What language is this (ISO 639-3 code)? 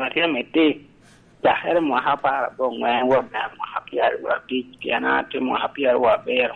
laj